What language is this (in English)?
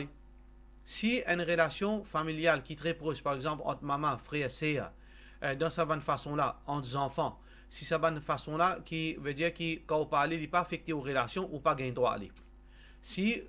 Morisyen